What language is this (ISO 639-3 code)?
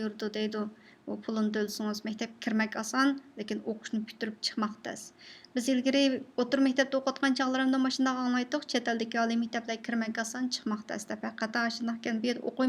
uig